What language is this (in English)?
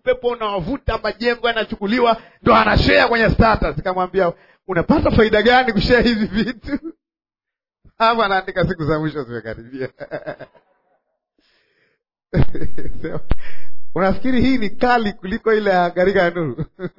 Swahili